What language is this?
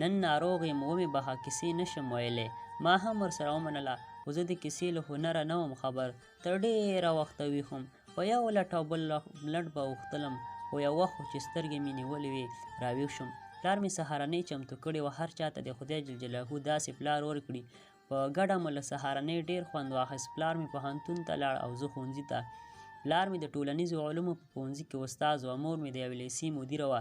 Pashto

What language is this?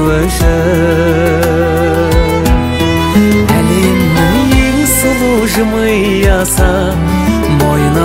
Kazakh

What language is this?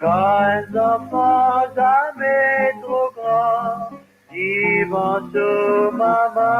Morisyen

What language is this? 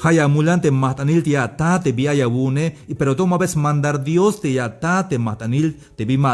Tzeltal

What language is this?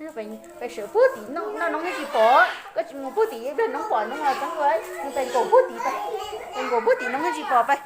Hmong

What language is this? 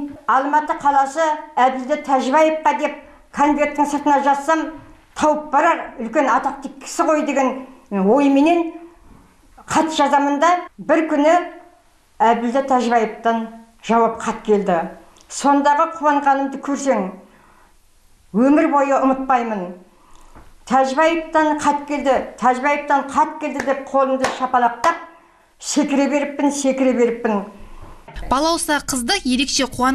Kazakh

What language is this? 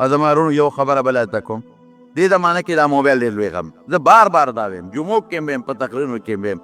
Pashto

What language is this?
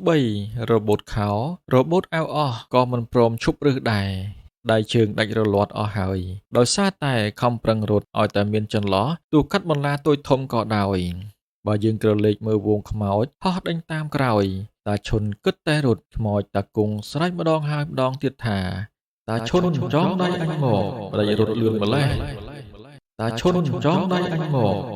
Khmer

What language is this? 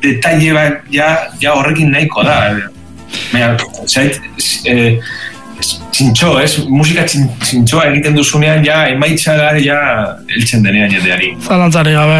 Basque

